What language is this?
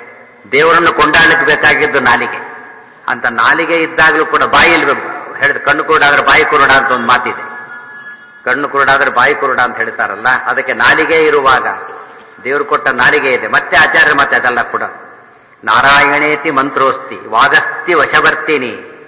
Kannada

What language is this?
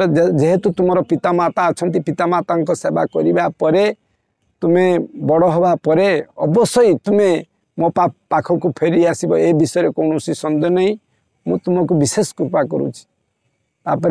Odia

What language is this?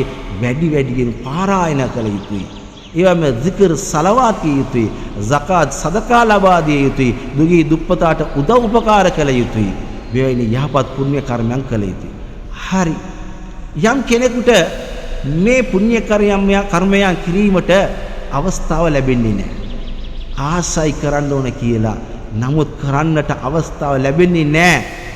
Sinhala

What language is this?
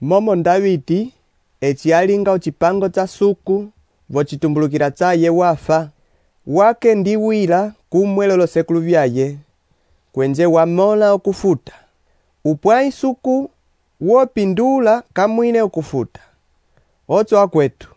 Umbundu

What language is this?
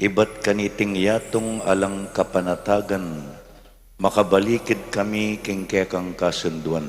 Pampanga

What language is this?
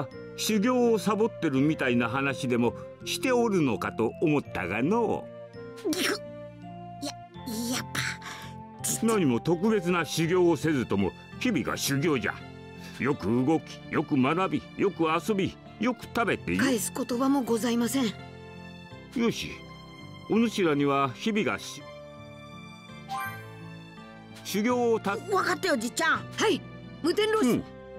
Japanese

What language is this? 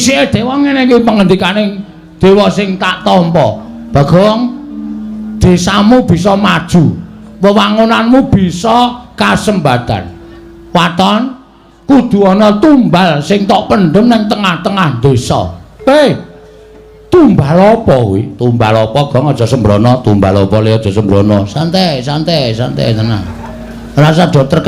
Javanese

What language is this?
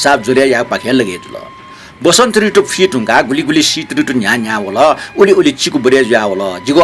Newari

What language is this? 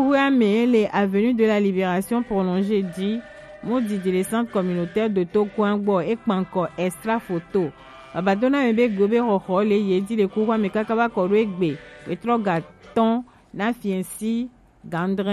Gen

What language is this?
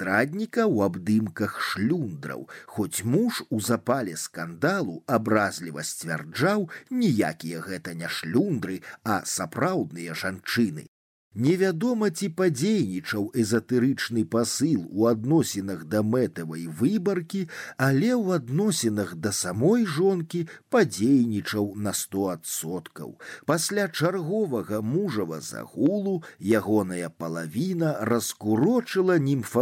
Belarusian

